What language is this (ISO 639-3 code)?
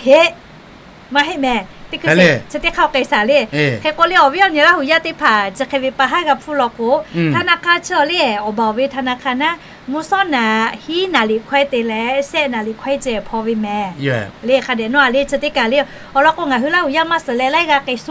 lhu